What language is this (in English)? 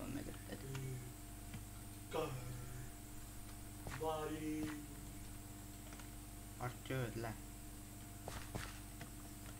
Hungarian